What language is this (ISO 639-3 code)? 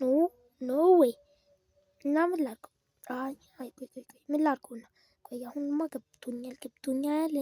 amh